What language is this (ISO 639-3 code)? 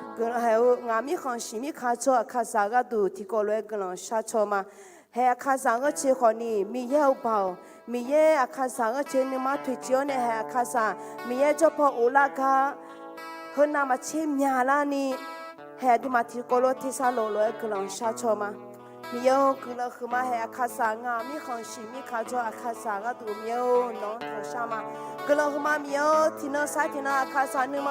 ahk